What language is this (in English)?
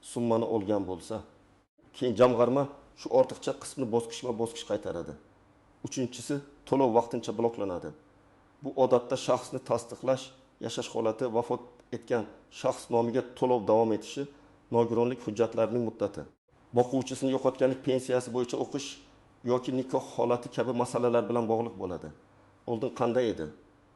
Uzbek